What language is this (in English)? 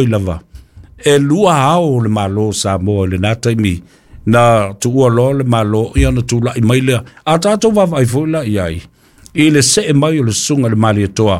Samoan